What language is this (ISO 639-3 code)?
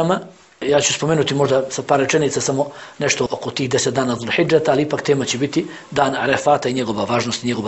bos